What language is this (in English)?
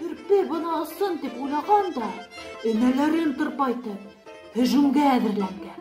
Bashkir